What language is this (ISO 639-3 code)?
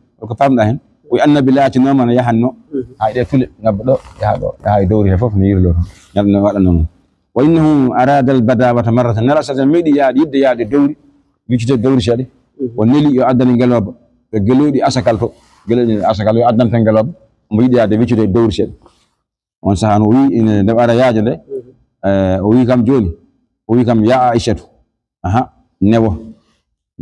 ful